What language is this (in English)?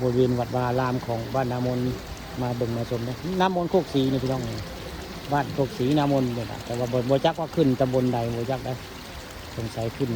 Northeastern Thai